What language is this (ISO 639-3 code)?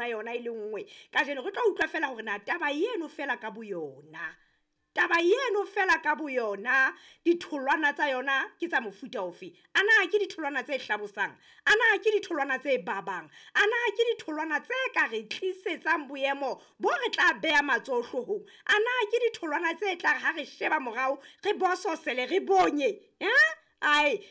sot